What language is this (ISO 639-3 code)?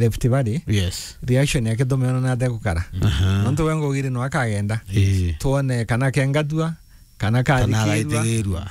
mer